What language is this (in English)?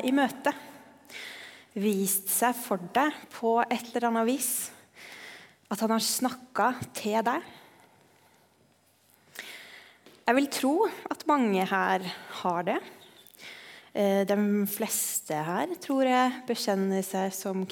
Norwegian